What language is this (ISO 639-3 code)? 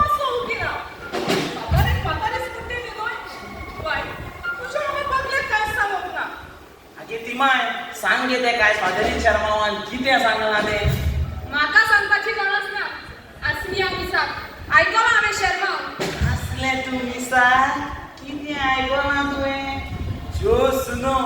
kok